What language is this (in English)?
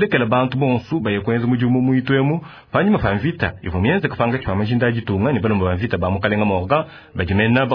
Luba-Lulua